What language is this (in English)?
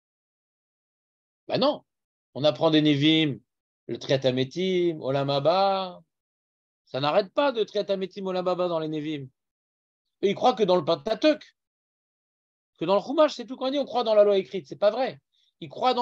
French